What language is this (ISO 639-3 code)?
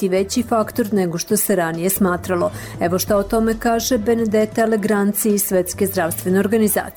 srp